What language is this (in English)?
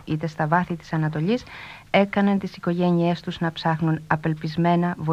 Greek